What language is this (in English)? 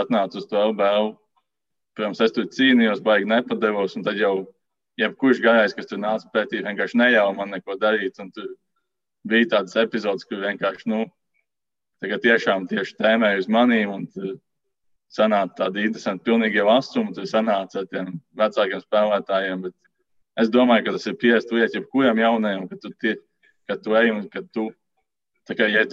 Latvian